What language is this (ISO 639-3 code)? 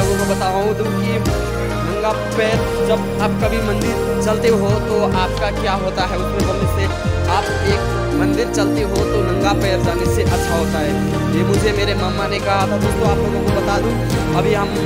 hin